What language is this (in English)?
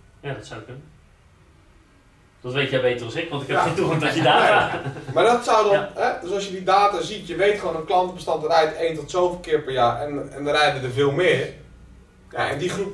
Dutch